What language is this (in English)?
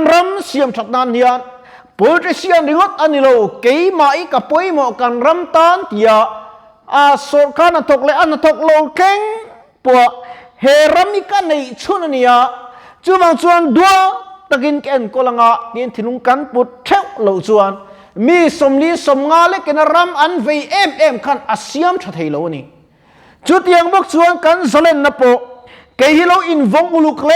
Mizo